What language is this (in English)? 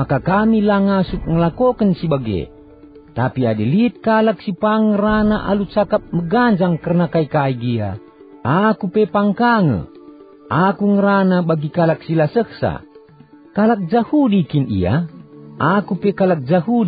Batak Karo